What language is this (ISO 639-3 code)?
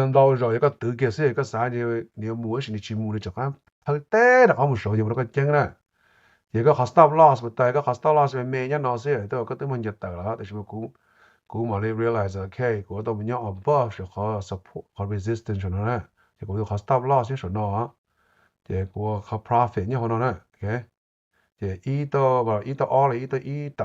hmn